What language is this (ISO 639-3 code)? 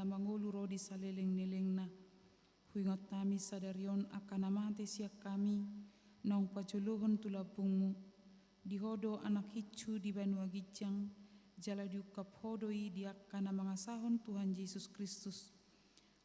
bbc